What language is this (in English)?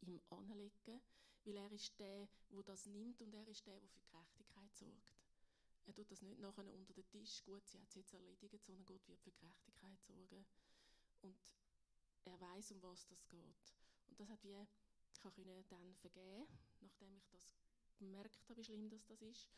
Swiss German